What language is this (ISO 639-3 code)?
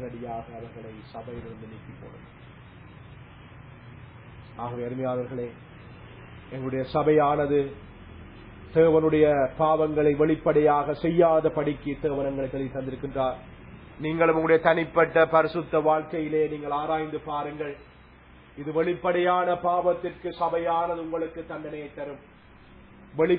tam